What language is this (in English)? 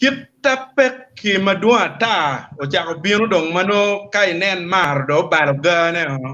Acoli